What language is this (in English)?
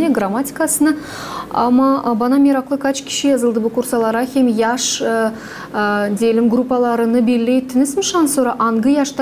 Gagauz